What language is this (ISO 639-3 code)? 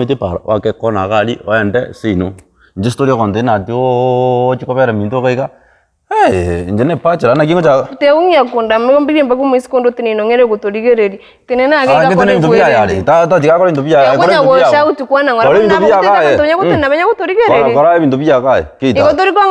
guz